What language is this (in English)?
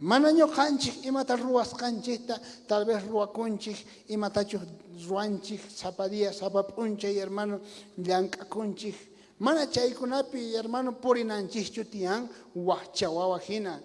South Bolivian Quechua